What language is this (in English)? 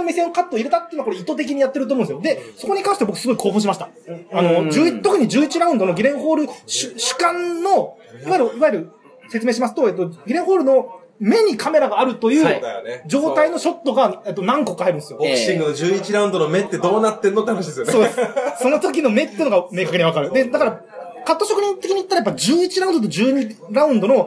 Japanese